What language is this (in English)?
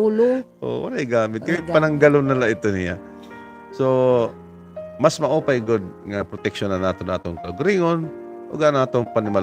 Waray